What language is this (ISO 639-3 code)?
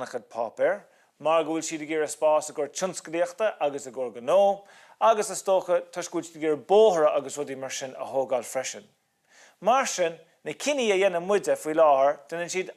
gle